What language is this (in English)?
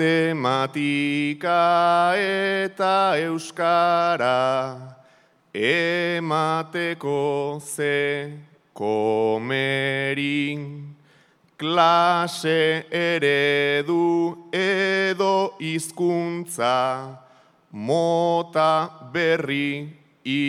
Basque